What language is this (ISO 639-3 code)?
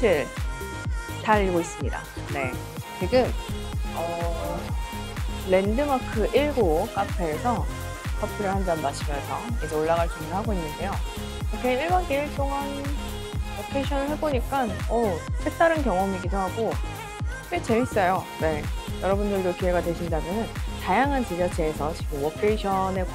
kor